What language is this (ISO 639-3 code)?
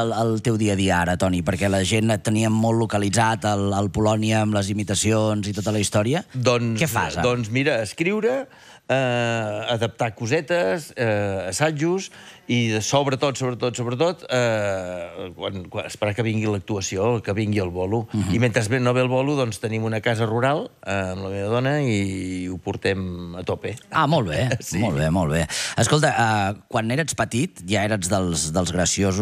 cat